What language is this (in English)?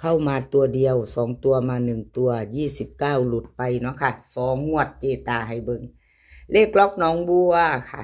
Northeastern Thai